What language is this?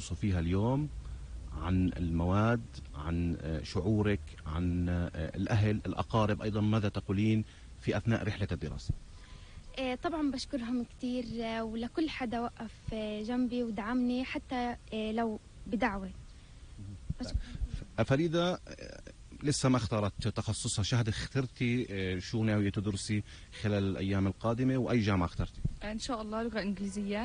North Levantine Arabic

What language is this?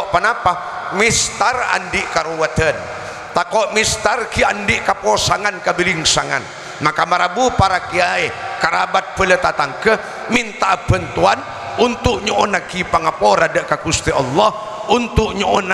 Madurese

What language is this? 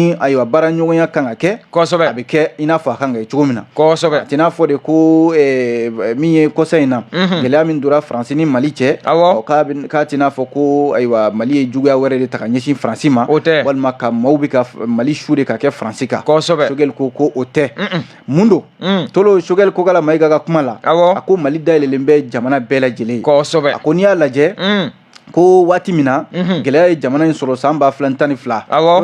Bambara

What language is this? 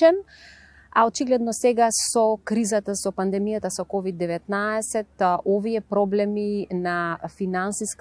Macedonian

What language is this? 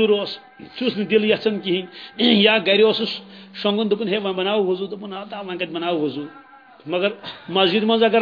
Kashmiri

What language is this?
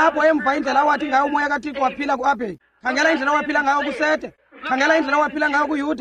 Xhosa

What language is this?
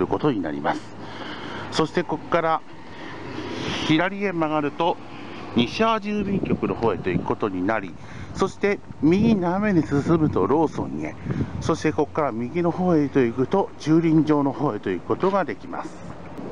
Japanese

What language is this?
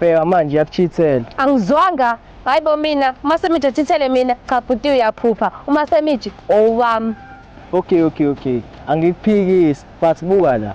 Zulu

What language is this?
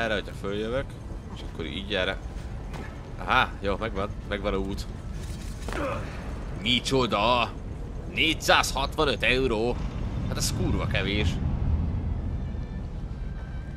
Hungarian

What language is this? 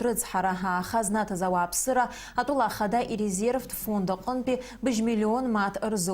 Abkhazian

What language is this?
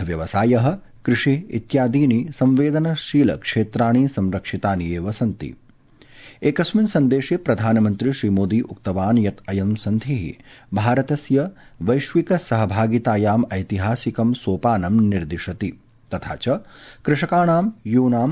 Sanskrit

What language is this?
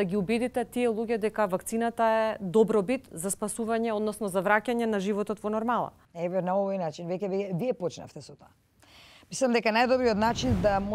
Macedonian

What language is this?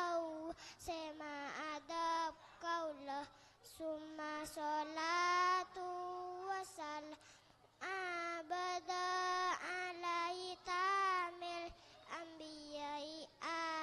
Madurese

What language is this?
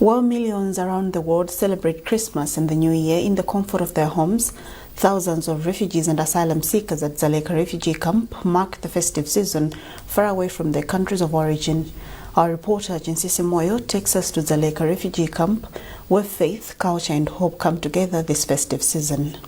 English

